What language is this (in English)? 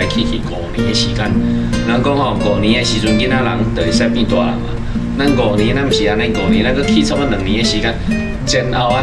Min Nan Chinese